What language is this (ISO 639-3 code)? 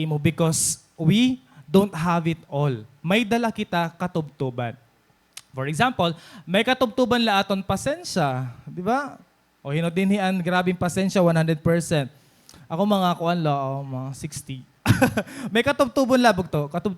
war